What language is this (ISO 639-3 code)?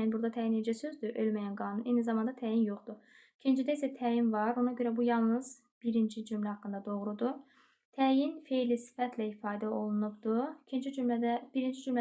aze